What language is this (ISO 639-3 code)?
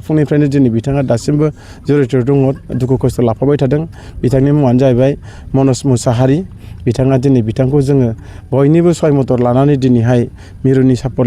brx